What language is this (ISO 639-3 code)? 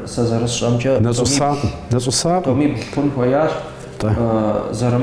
kbd